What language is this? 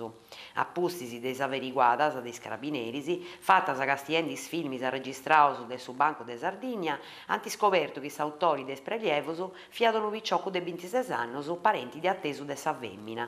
Sardinian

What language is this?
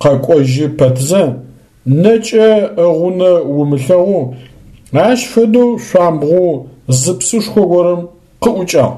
Adyghe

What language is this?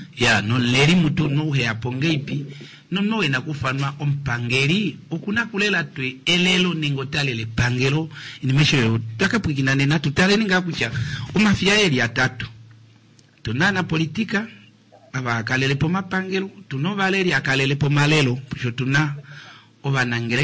Kuanyama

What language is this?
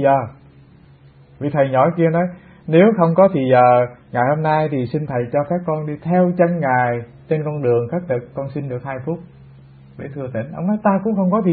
Vietnamese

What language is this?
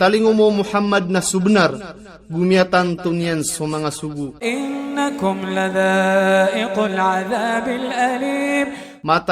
Maranao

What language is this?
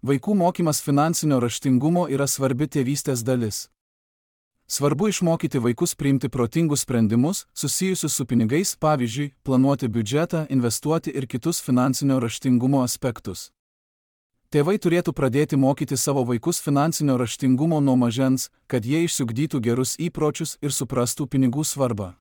Lithuanian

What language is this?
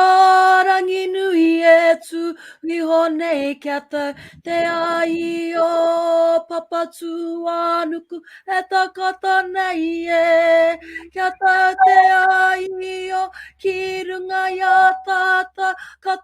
Māori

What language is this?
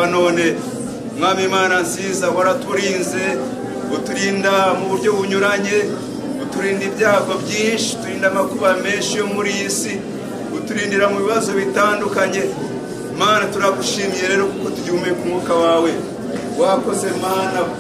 Kinyarwanda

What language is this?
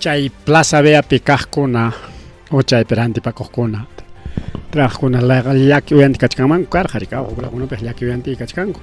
Ayacucho Quechua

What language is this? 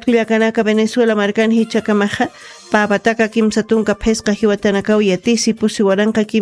Aymara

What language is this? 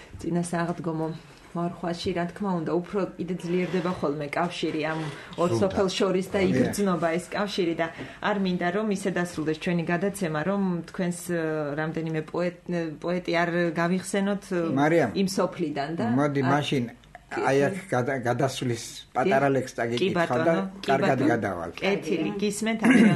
Georgian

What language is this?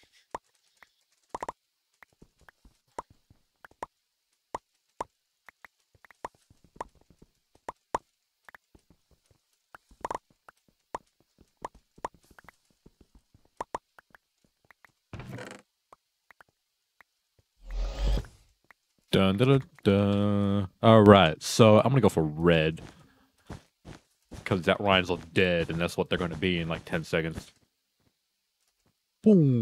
English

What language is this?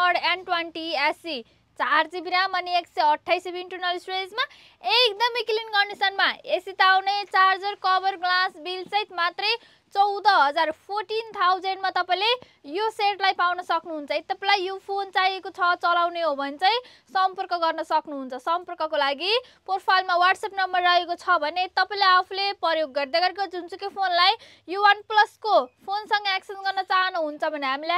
Nepali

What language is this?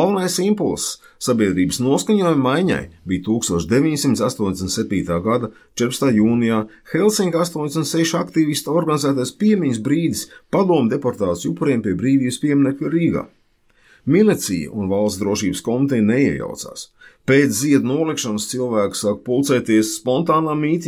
Latvian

